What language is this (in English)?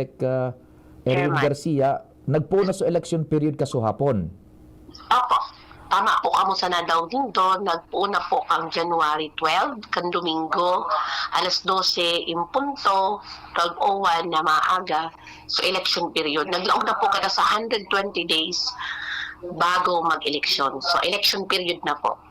Bikol